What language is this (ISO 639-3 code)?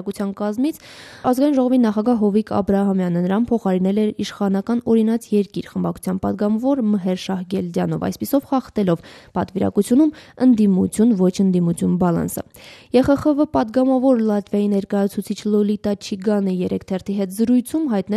hye